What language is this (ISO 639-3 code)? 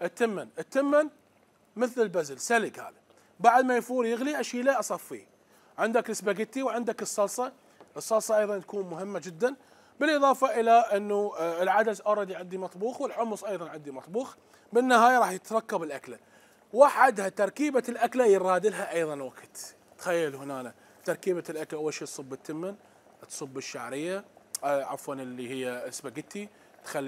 acm